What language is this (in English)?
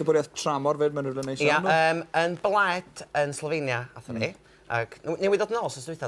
Welsh